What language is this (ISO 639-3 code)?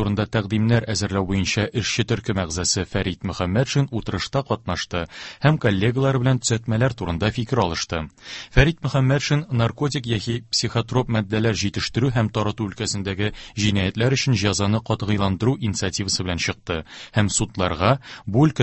tat